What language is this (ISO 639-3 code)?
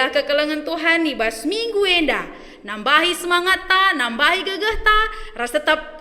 btx